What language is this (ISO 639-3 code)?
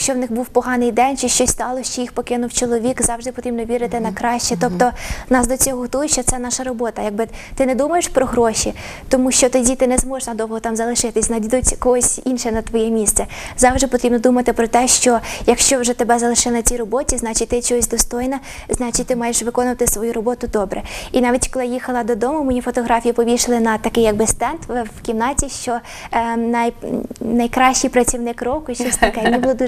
ukr